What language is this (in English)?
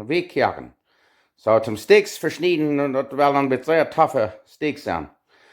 Plautdietsch